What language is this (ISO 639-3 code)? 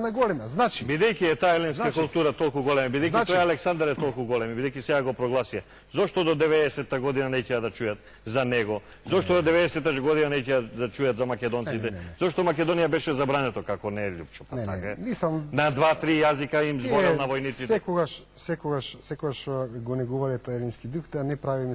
mkd